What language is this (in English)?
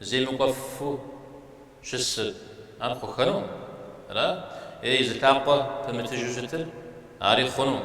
Kabardian